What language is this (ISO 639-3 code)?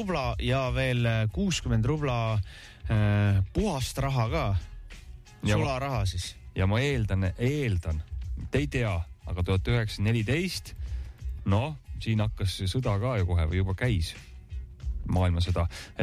est